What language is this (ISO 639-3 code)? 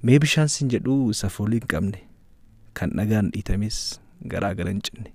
orm